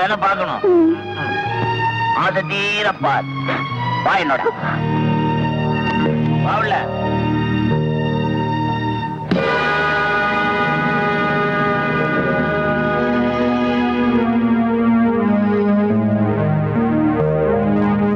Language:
Tamil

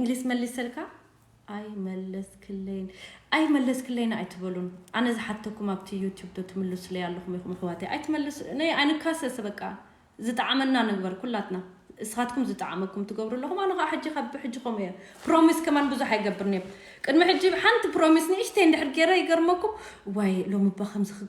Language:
Tigrinya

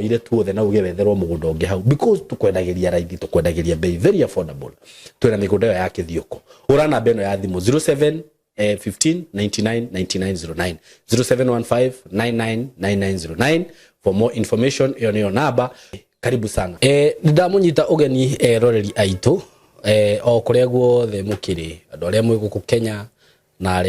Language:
Kikuyu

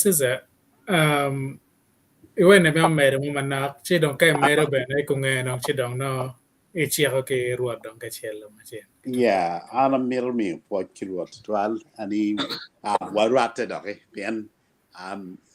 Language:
Acoli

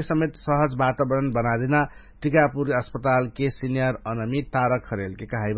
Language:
Dangaura Tharu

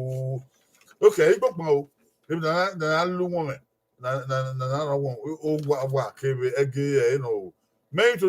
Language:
Bini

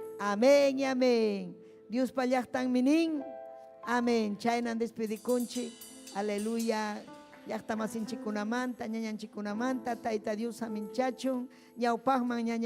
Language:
Ayacucho Quechua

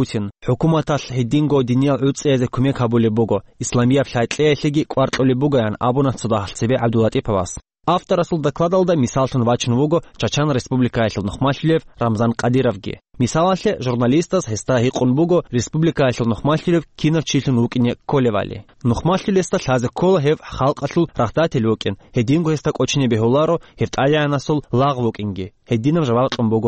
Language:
Avaric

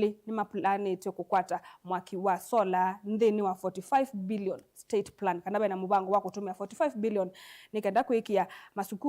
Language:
Kamba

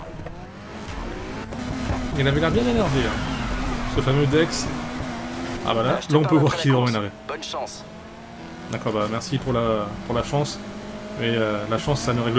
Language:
French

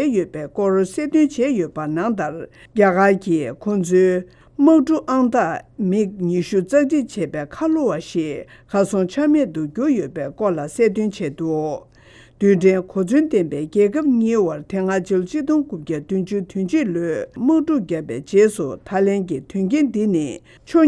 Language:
Tibetan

